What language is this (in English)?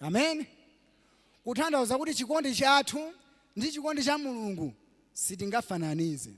Nyanja